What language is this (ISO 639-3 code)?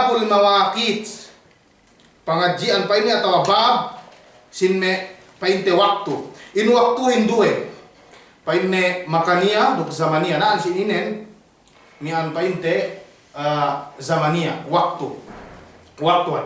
yka